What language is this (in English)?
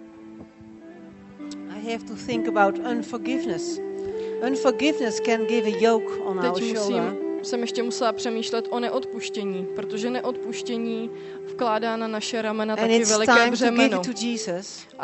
Czech